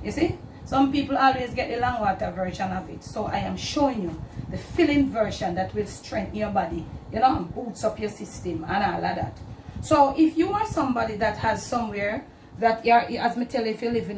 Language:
Jamaican Creole English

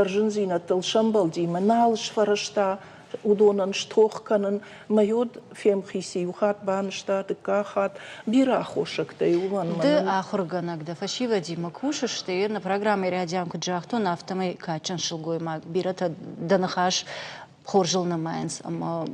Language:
Ossetic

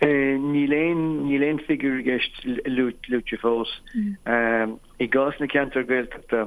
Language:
Irish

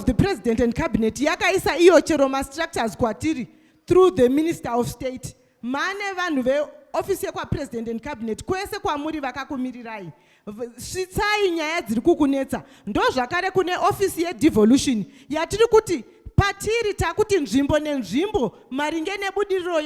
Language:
Shona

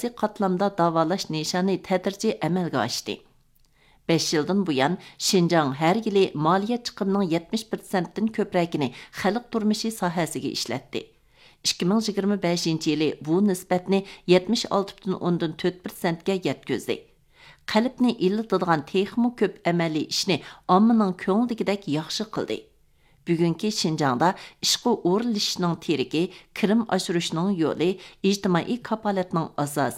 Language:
Uyghur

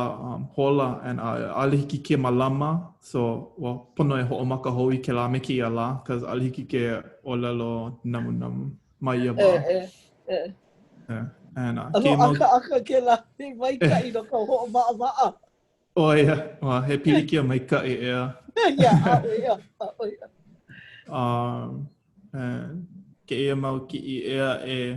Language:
Hawaiian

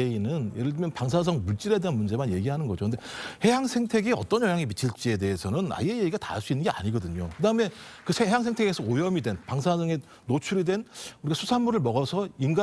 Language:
Korean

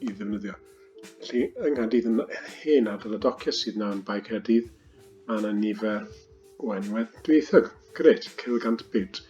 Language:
Welsh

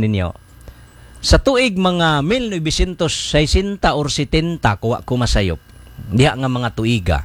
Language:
Cebuano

